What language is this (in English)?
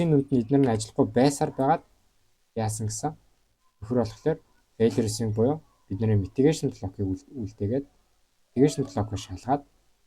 Mongolian